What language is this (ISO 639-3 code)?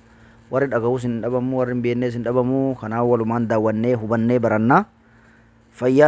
orm